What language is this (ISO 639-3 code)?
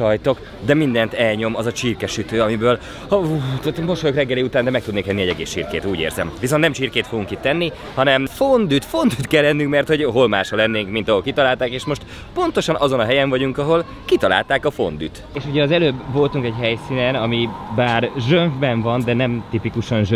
hun